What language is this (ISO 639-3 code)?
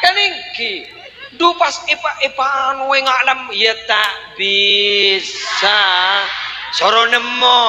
mad